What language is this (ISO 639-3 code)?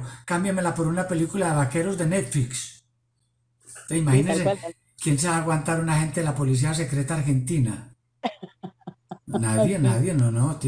spa